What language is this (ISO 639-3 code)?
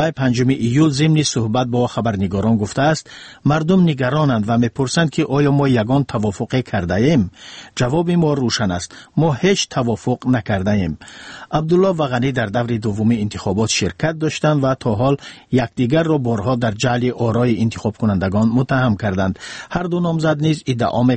fas